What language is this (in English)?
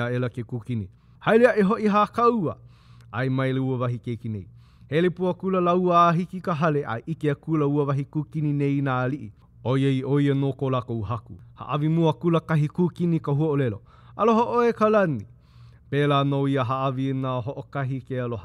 Hawaiian